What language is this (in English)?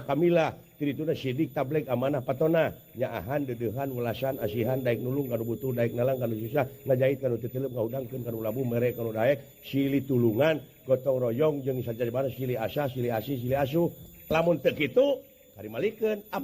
Sundanese